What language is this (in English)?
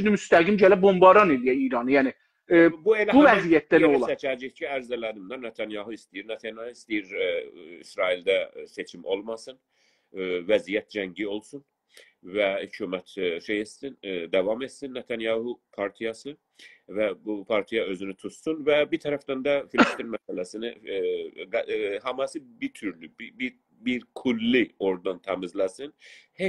South Azerbaijani